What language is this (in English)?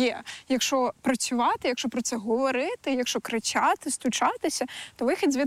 Ukrainian